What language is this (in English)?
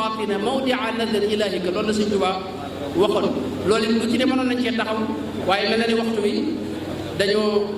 Wolof